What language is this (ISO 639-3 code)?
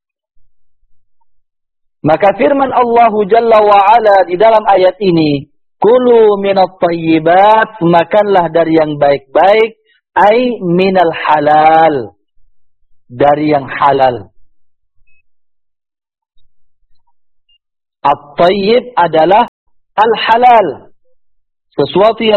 ind